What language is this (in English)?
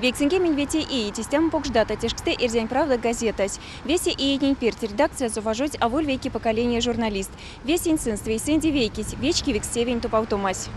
Erzya